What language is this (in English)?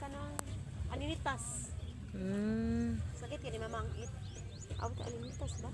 Cebuano